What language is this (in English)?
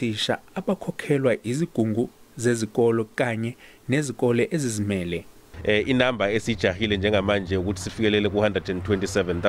Zulu